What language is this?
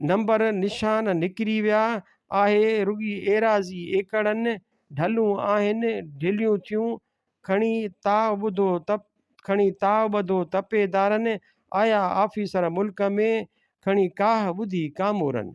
Sindhi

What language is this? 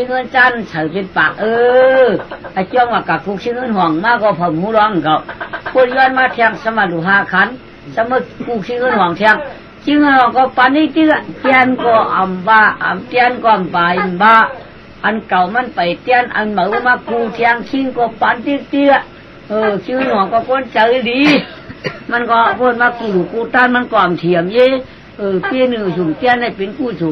Shan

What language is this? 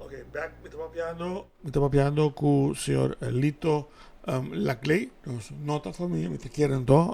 Papiamento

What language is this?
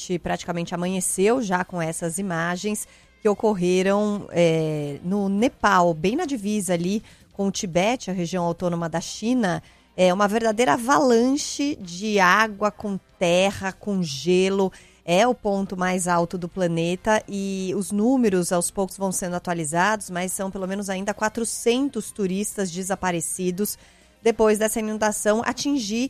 Portuguese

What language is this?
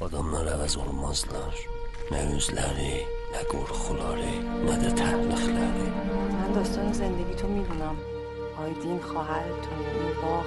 South Azerbaijani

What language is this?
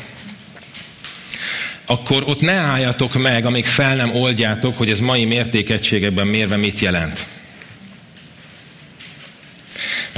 Hungarian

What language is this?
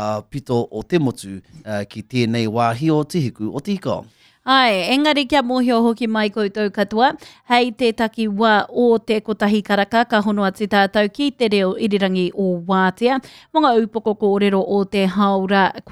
Māori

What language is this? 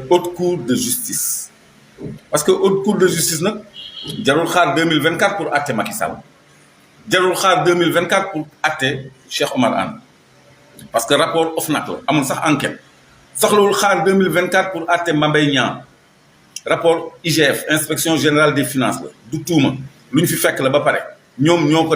Wolof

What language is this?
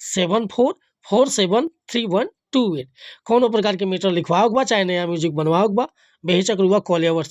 Bhojpuri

